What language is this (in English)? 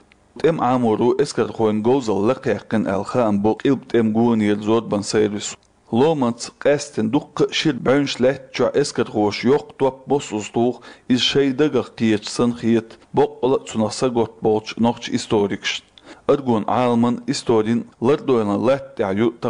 Chechen